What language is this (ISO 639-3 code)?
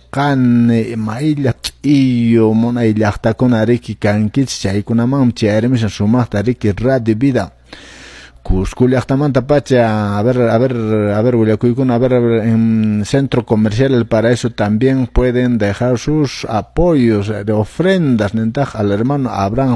que